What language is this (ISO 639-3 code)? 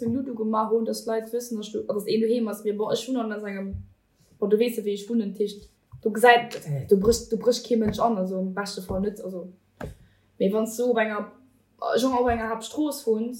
ltz